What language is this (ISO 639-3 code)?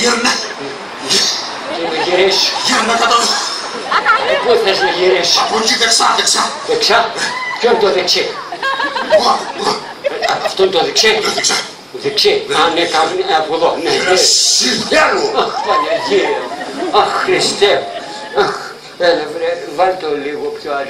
ell